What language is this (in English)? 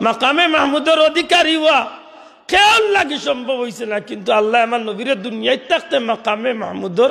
Sylheti